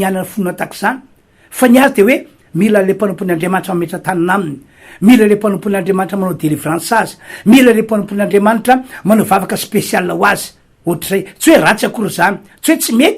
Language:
Malagasy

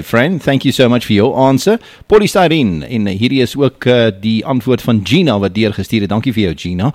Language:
Afrikaans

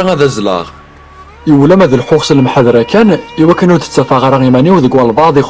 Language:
Kabyle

